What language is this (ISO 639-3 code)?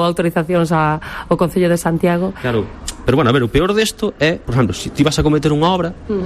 glg